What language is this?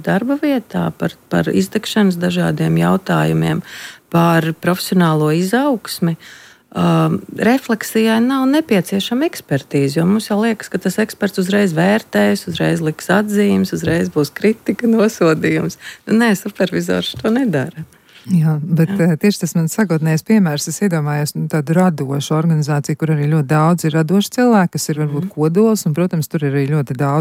Latvian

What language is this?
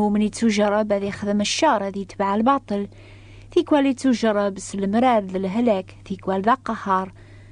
Kabyle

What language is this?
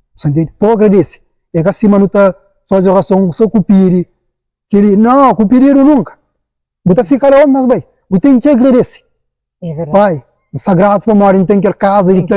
Kabuverdianu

